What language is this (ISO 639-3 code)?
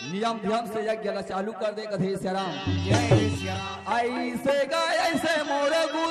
hne